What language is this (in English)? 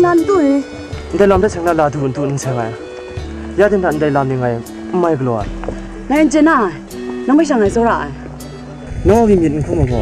Kachin